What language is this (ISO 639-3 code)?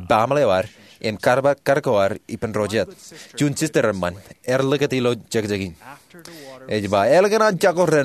mah